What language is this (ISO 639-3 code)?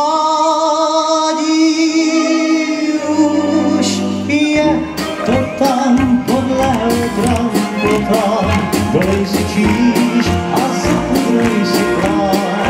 ces